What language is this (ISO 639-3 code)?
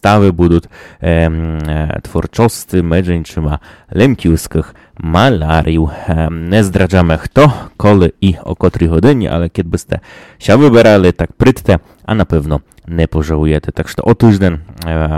rue